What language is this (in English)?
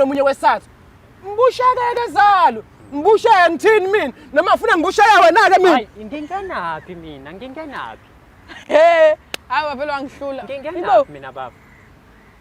Zulu